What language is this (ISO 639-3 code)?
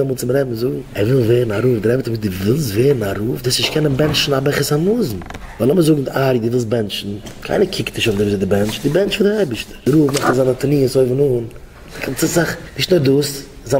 yid